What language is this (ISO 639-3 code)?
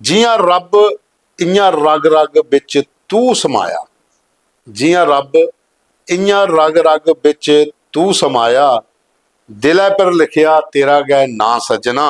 doi